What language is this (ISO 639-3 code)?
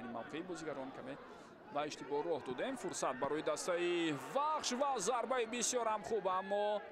tgk